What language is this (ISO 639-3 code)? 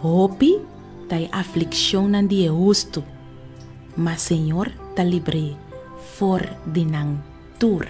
pap